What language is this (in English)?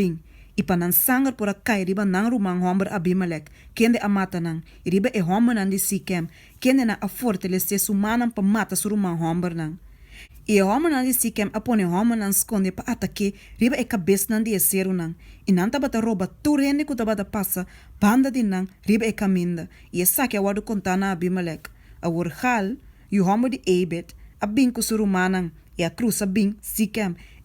Papiamento